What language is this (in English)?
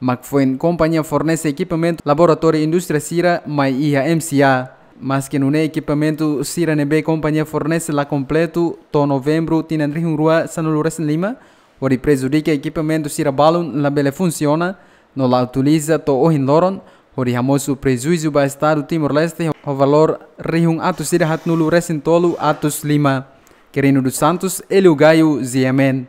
Tetum